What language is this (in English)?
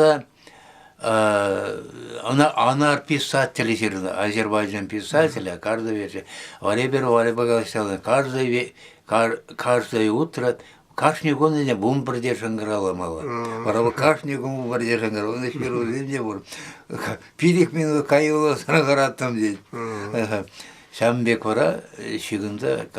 Chuvash